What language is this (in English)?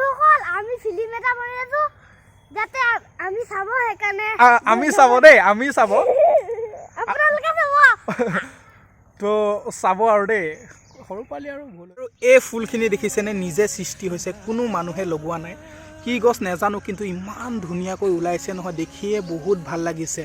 Assamese